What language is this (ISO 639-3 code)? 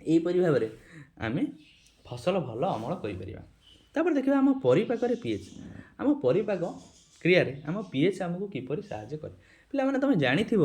ori